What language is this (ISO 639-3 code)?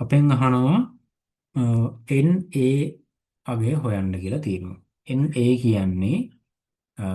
sin